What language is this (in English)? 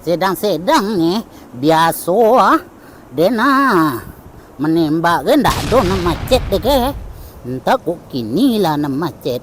Minangkabau